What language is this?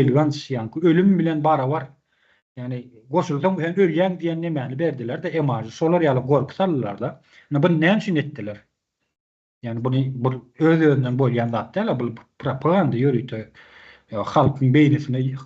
Turkmen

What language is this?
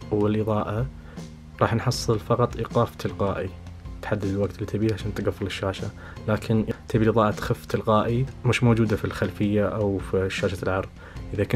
Najdi Arabic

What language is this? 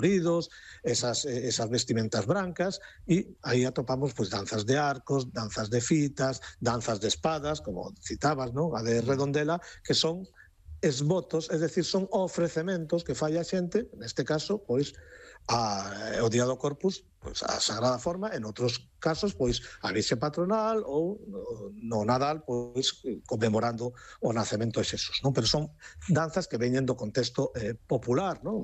Galician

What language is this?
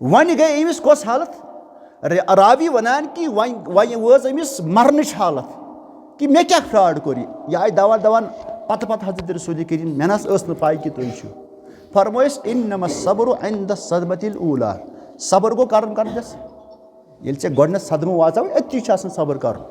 Kashmiri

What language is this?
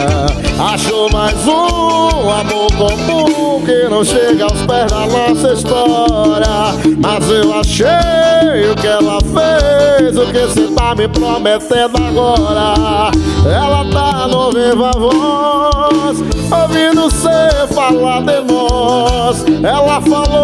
Portuguese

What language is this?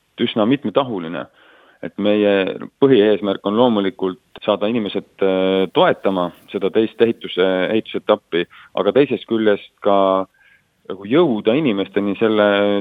Estonian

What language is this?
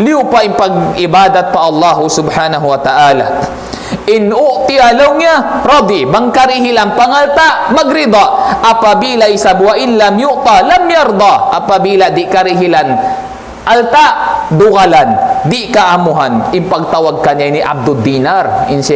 Tausug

